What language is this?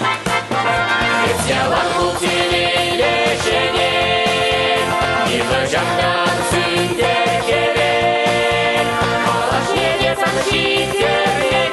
Chuvash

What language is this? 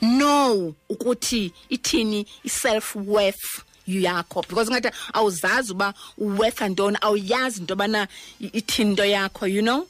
Xhosa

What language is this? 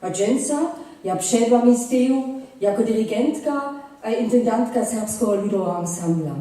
Upper Sorbian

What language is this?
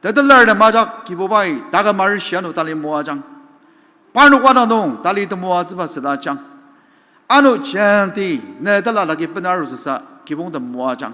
Ao Naga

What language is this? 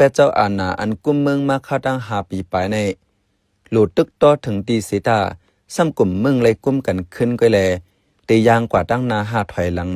Shan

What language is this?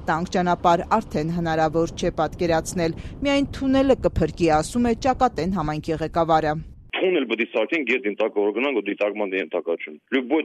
Armenian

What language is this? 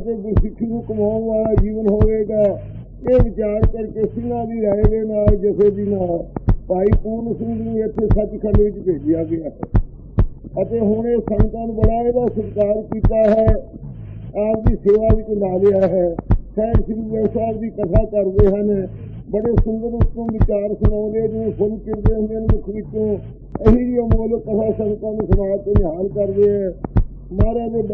Punjabi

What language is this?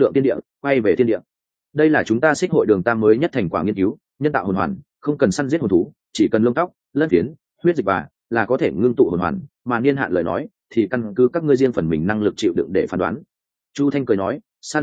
Vietnamese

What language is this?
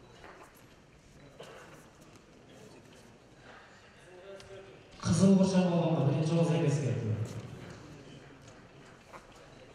Kazakh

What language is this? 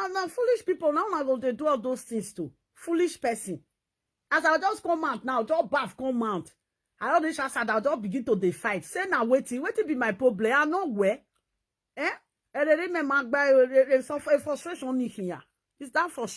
Nigerian Pidgin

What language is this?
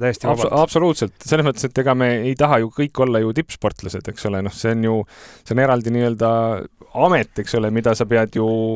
Estonian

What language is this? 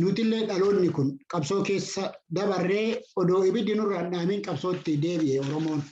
Oromo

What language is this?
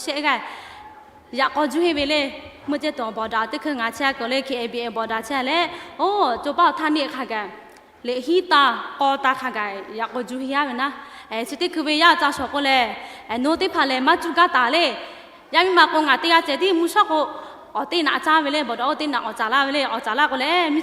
Lahu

